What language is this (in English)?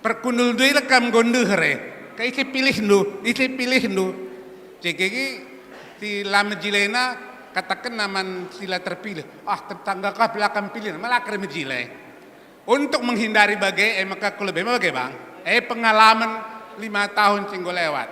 Batak Karo